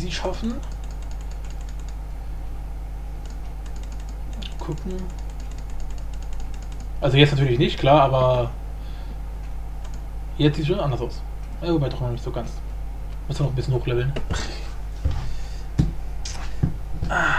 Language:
German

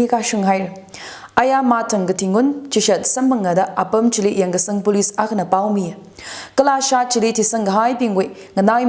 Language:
Tangkhul Naga (India)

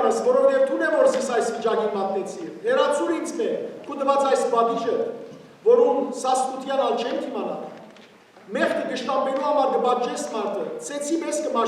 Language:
Western Armenian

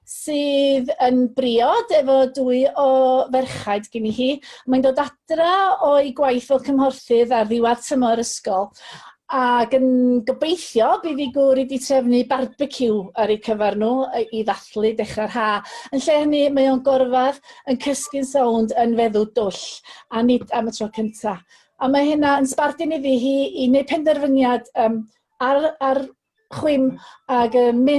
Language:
Welsh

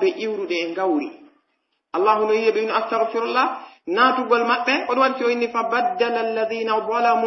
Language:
Pular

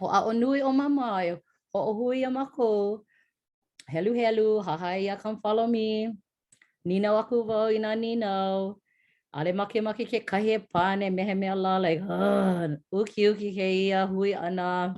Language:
Hawaiian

